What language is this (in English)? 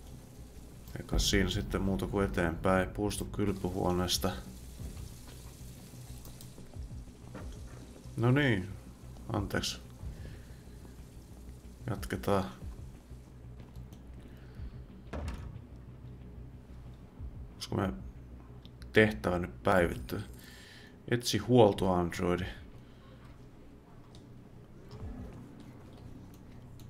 Finnish